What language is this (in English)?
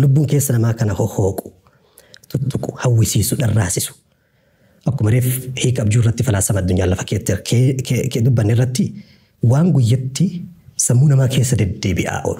Oromo